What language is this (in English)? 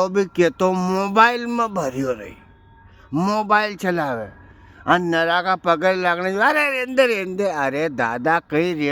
Rajasthani